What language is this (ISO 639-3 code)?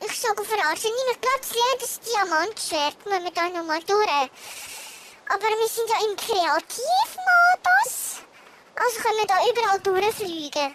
gsw